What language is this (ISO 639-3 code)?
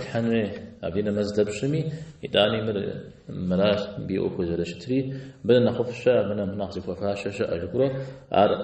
kbd